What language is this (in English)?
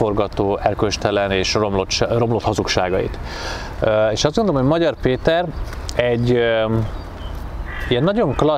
Hungarian